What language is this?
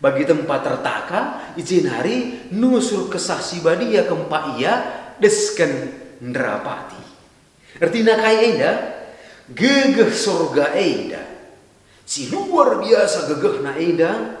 Batak Karo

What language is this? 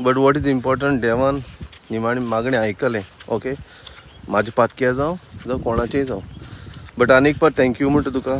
Konkani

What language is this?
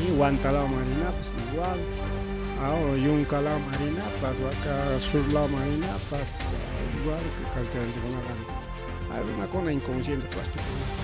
Ayacucho Quechua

